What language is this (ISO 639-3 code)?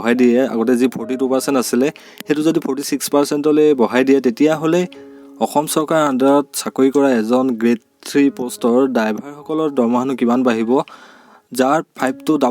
asm